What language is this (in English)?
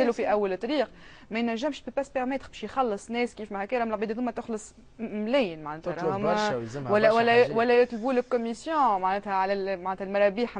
Tunisian Arabic